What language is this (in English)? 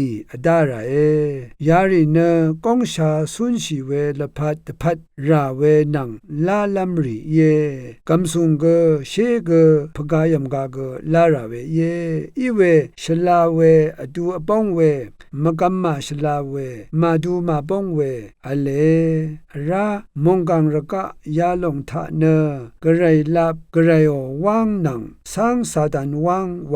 Rawang